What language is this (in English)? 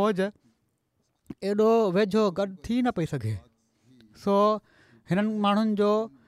Sindhi